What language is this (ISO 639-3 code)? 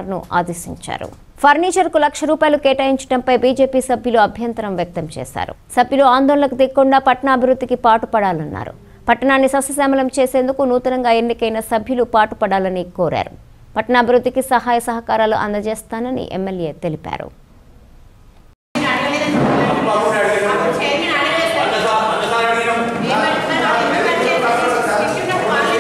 tel